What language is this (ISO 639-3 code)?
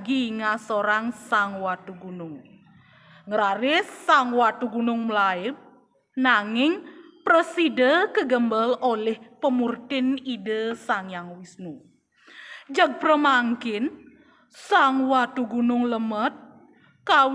ban